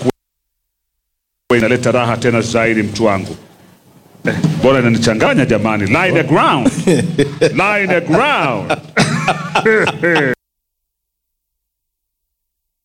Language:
Swahili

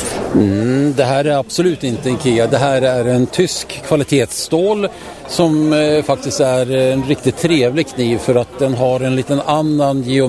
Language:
Swedish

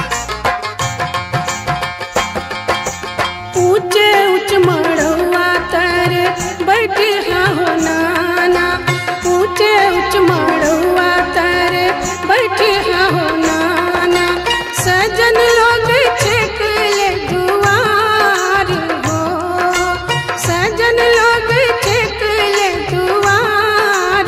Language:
Bhojpuri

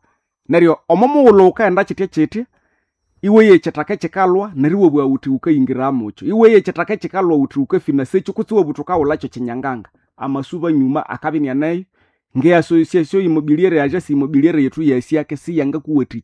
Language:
Nande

